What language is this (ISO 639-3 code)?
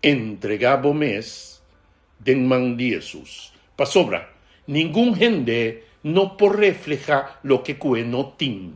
pap